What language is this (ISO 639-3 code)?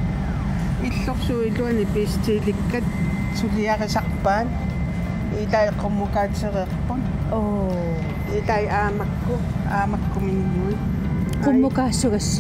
kal